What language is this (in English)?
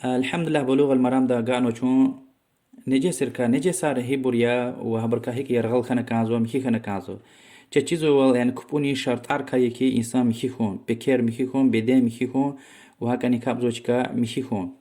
Lezghian